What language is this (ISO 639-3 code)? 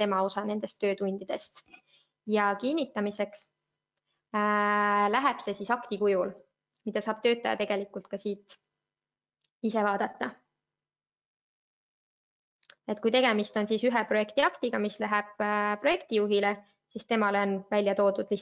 est